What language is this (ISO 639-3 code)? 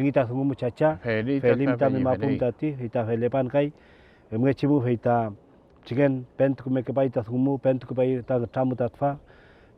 arn